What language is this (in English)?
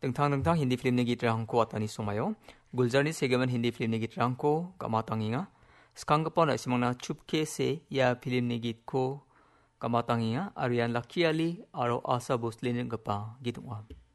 Garo